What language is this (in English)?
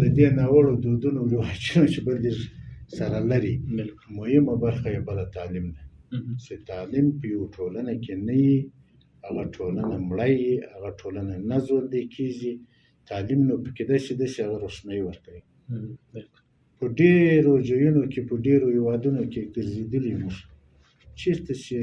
Pashto